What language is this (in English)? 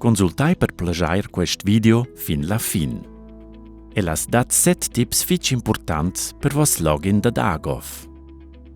Romansh